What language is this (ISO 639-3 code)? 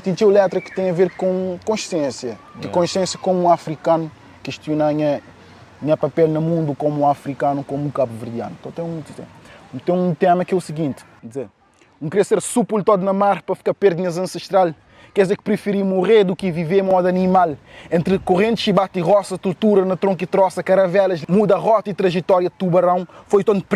kea